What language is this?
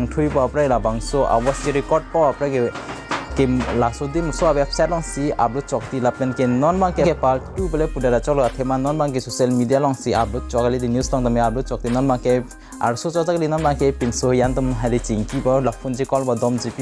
Karbi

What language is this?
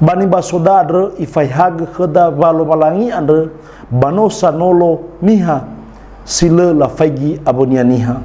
Nias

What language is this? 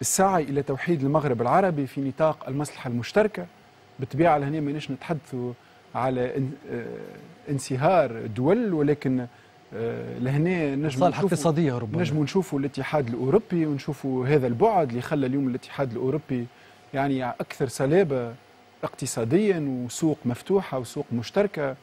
Tunisian Arabic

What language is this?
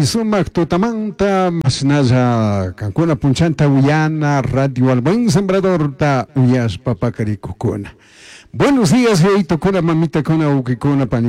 Chimborazo Highland Quichua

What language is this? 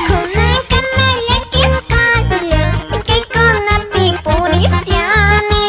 Quechua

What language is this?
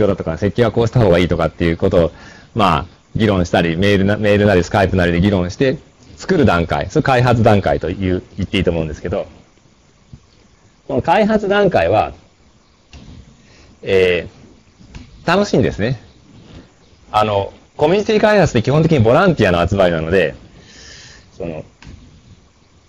Japanese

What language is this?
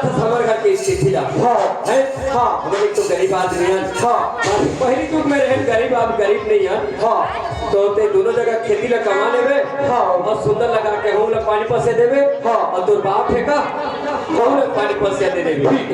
Chhattisgarhi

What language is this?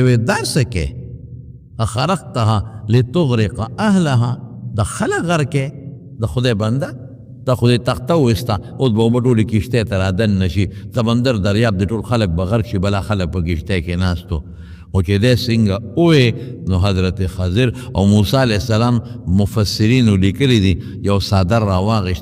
Pashto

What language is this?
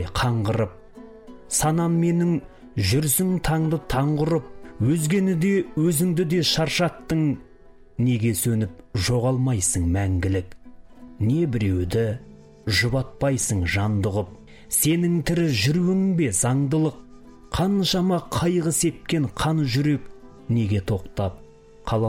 Kazakh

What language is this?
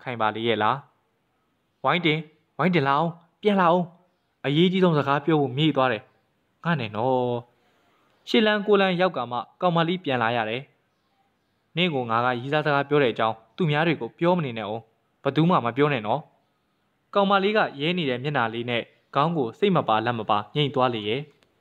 Burmese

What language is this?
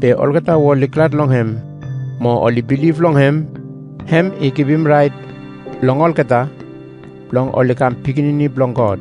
Bislama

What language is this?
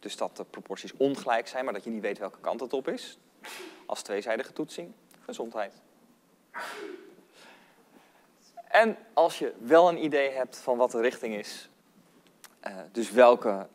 Dutch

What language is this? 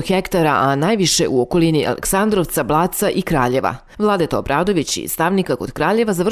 Serbian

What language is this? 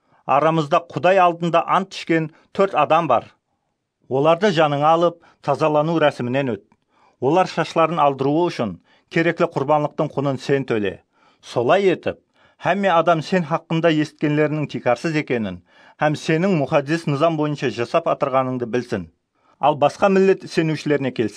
Kara-Kalpak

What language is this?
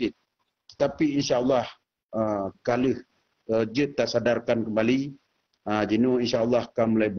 Achinese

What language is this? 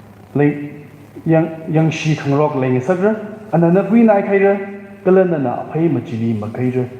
Tangkhul Naga (India)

